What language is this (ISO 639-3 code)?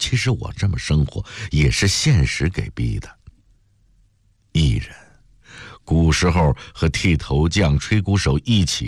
zho